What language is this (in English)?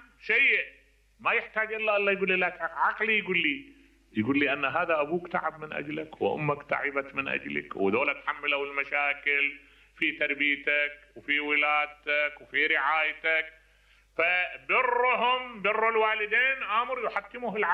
Mesopotamian Arabic